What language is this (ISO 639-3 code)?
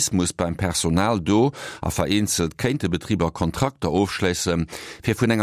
ltz